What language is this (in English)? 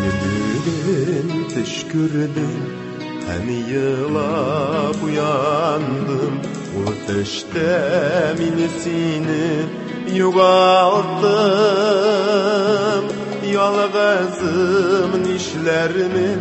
Tatar